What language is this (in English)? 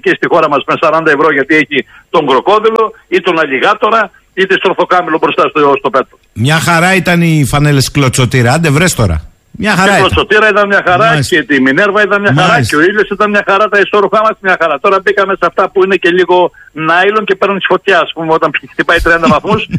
Greek